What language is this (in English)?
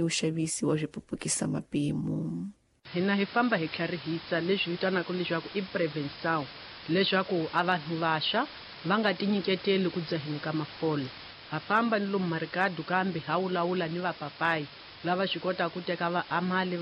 Tsonga